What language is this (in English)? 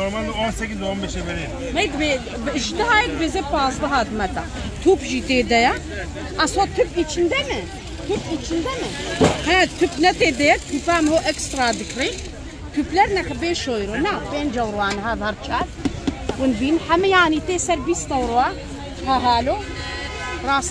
Kurdish